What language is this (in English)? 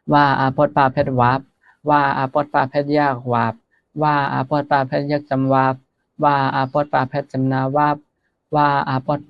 Shan